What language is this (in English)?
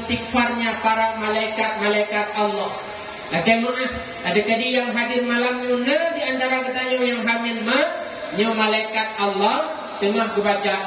Achinese